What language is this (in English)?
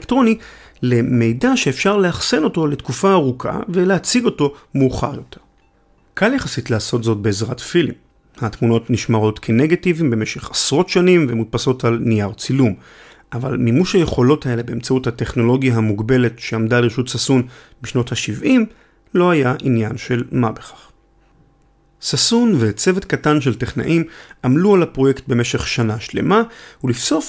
Hebrew